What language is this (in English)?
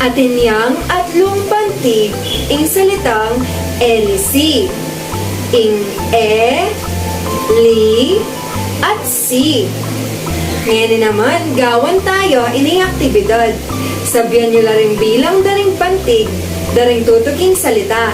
Pampanga